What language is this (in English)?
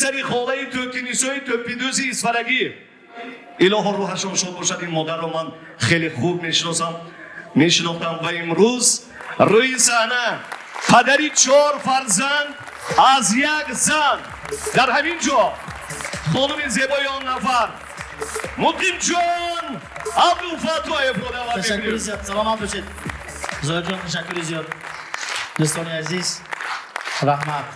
Tajik